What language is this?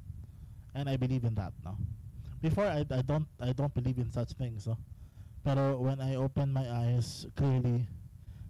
Cebuano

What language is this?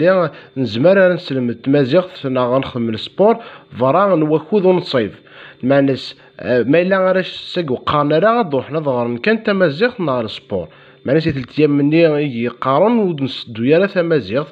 Kabyle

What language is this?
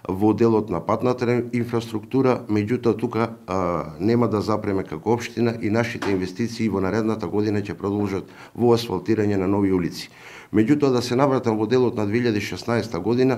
Macedonian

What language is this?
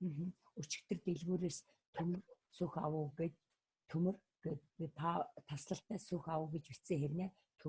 Mongolian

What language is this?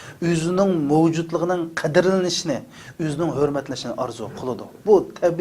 Uyghur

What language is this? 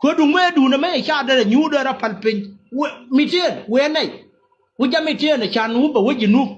Nuer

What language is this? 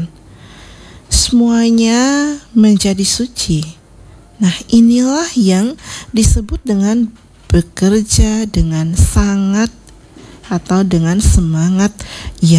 Indonesian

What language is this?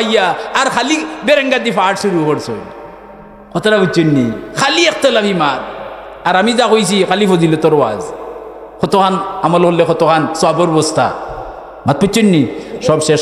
Sylheti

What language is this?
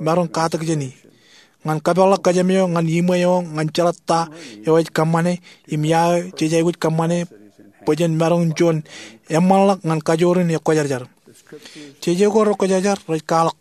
Marshallese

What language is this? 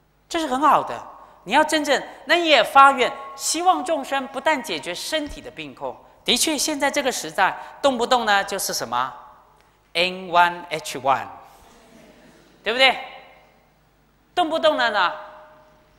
Chinese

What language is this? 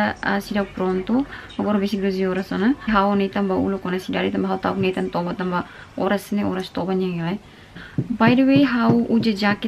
Tetum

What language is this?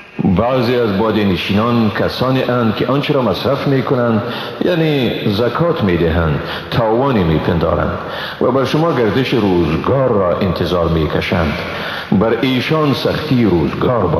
Persian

